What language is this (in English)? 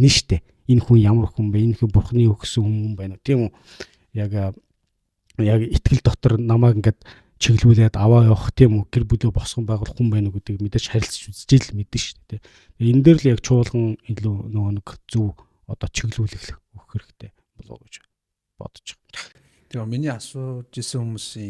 Mongolian